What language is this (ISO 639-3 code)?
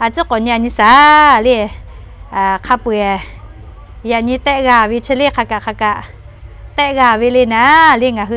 lhu